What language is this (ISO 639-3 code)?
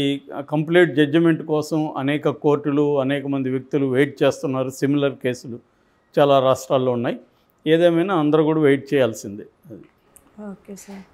tel